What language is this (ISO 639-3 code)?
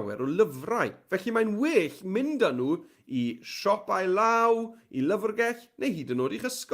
cym